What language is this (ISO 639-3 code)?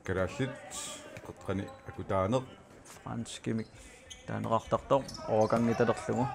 kal